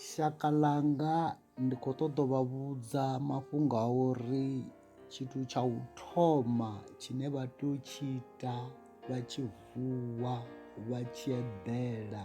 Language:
Venda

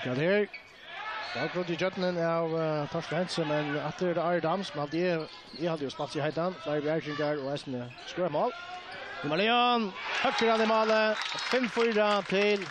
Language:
Faroese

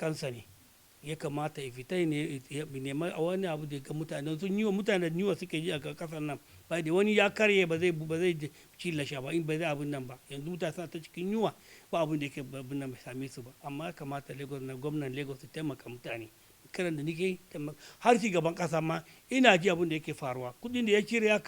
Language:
Hausa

